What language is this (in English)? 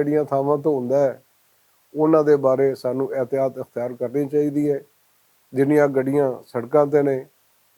Western Panjabi